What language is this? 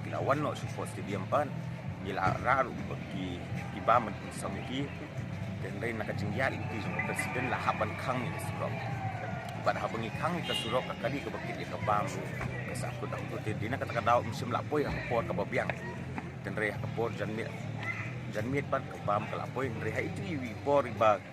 Khasi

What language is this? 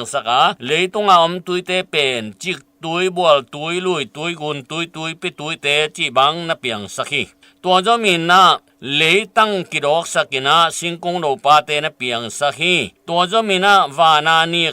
Tedim Chin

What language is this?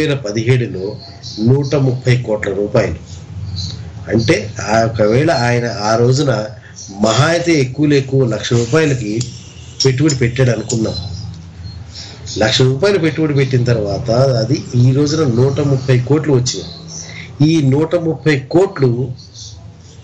Telugu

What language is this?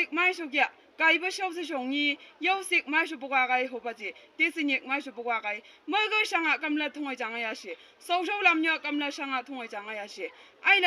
Chang Naga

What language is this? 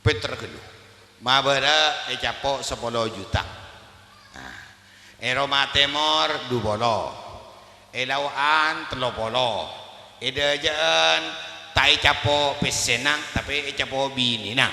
Madurese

